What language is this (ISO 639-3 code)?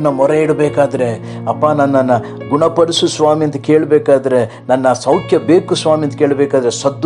kan